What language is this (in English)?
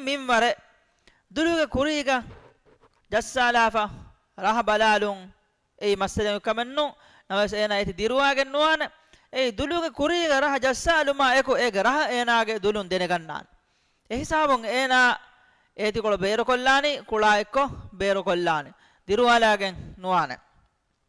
Divehi